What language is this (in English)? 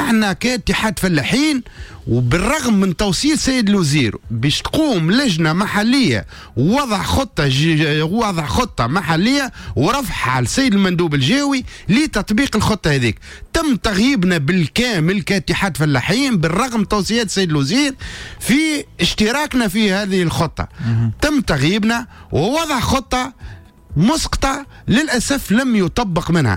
Tunisian Arabic